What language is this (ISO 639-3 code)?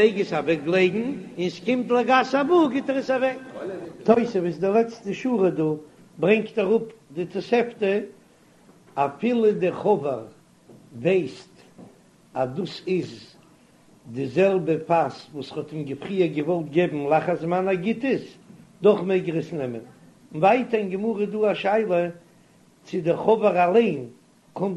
yid